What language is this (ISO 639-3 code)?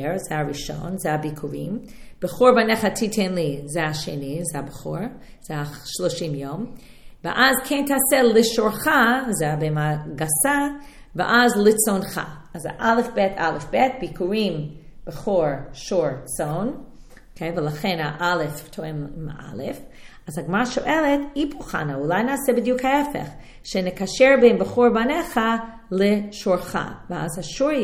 heb